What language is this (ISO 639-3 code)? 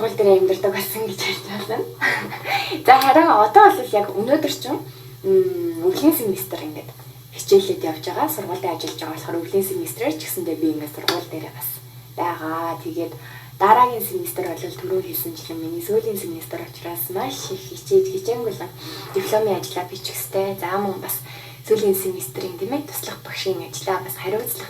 mon